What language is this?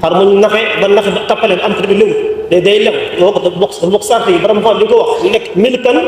Wolof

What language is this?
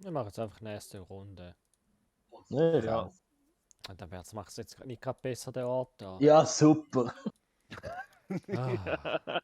Swiss German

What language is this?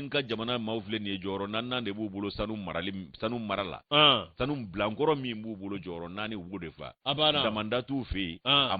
Bambara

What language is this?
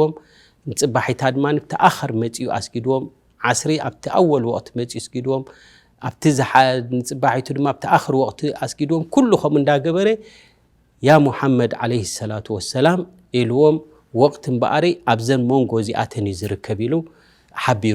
Tigrinya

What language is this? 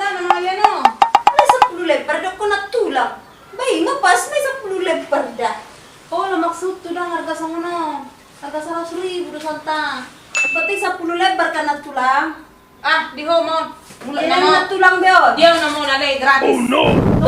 Batak Toba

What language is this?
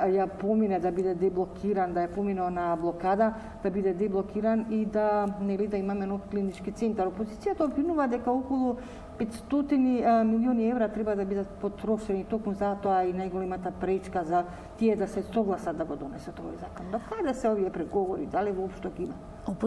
Macedonian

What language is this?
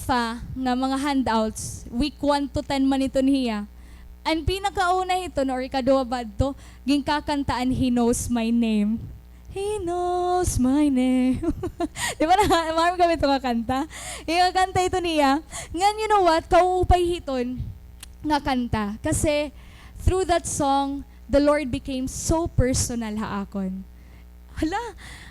Waray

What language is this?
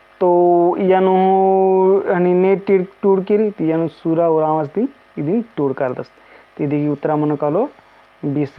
Kurukh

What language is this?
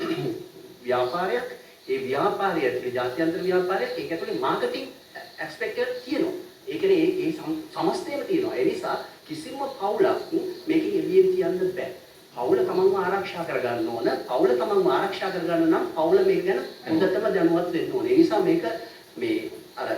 Sinhala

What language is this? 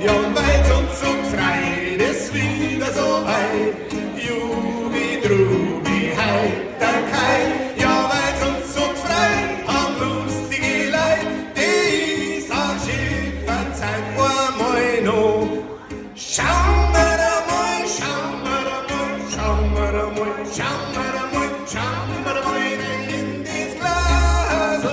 Bavarian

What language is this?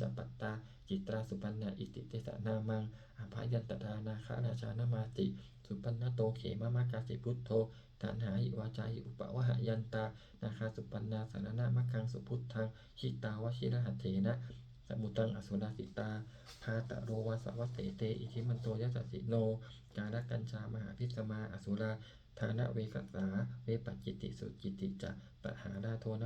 Pali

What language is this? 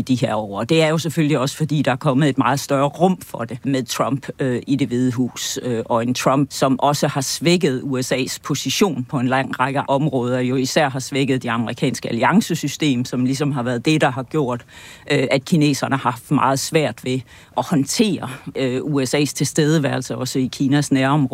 Danish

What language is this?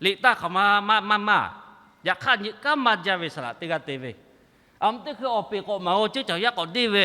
Lahu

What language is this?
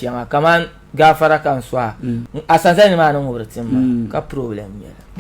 Dagbani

